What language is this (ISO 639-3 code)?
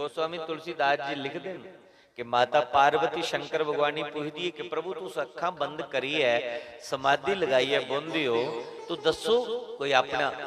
doi